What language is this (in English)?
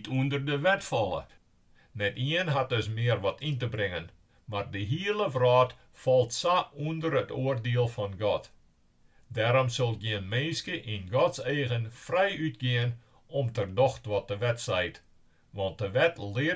Western Frisian